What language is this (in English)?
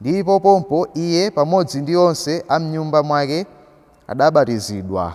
Nyanja